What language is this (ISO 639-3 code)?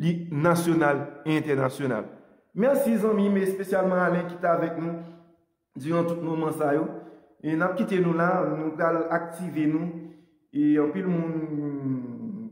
hat